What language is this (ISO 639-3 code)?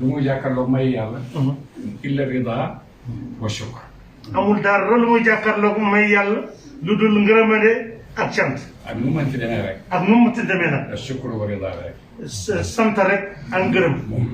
wol